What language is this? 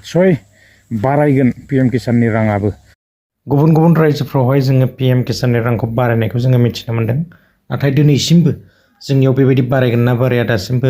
Bodo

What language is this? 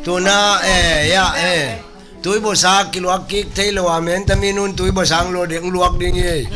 Tedim Chin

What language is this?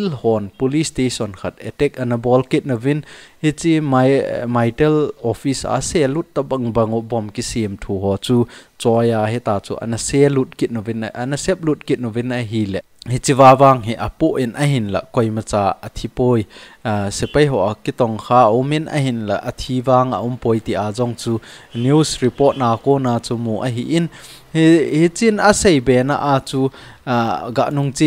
Thado Chin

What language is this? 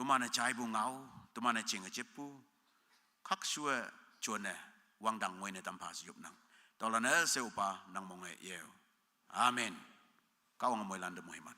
Konyak Naga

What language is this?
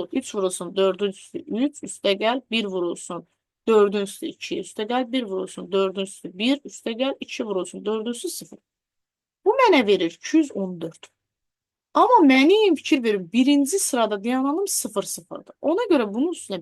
Azerbaijani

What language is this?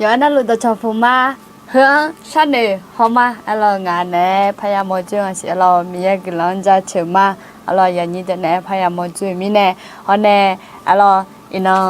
Akha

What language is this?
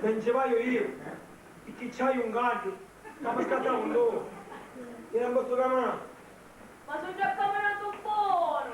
Sicilian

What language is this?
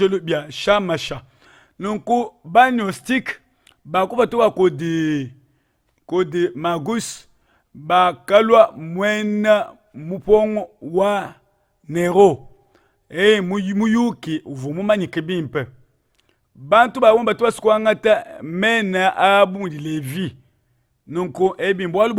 Luba-Lulua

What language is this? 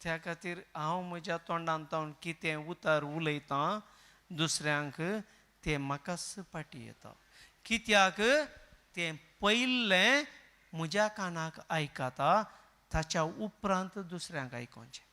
Konkani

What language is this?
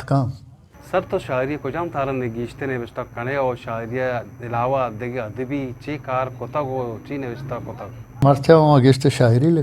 Eastern Balochi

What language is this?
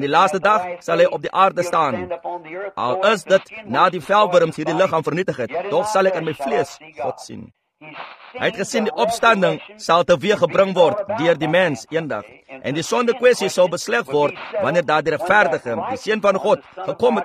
Afrikaans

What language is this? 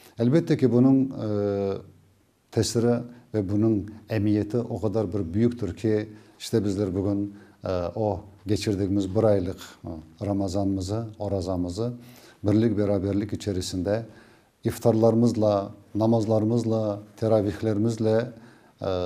Crimean Tatar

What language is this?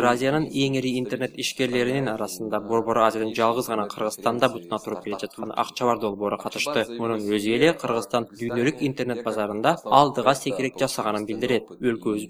Kyrgyz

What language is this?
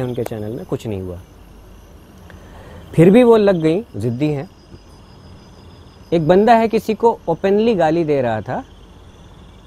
Hindi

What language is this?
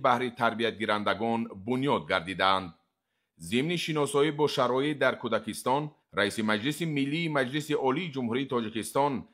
Tajik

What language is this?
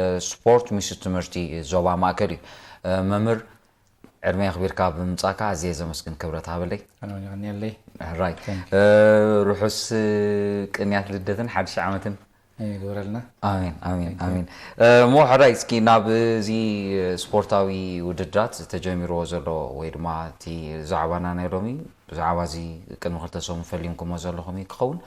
Tigrinya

